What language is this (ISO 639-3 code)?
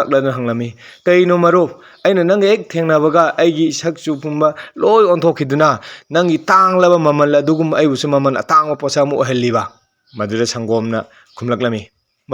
mni